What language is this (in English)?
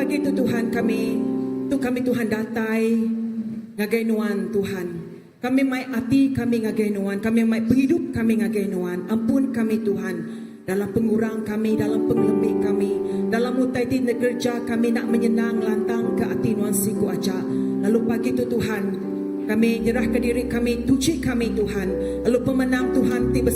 Iban